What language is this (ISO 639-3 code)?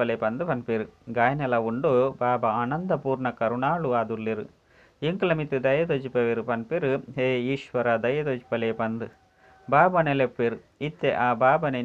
tcy